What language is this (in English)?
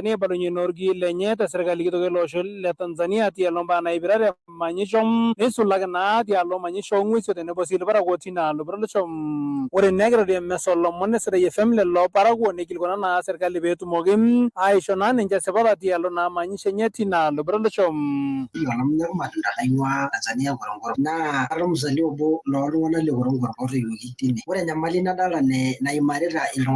Masai